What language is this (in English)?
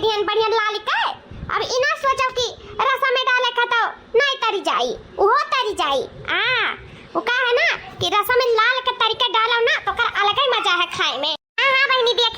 Awadhi